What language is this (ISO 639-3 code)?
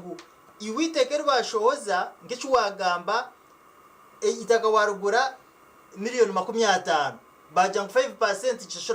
nyn